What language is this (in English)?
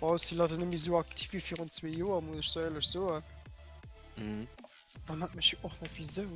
Luxembourgish